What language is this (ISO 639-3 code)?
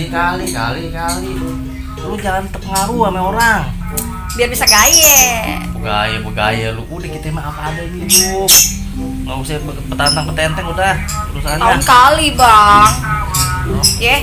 bew